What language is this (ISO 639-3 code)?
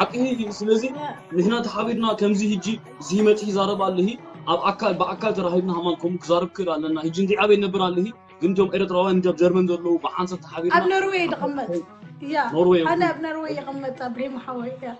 tir